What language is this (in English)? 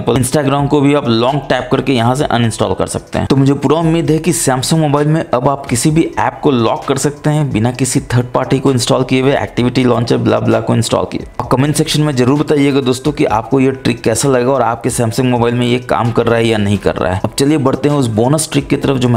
Hindi